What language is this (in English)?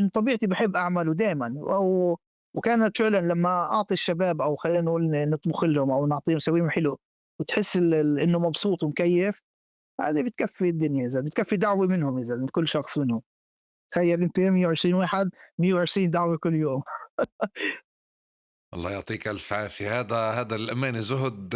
North Levantine Arabic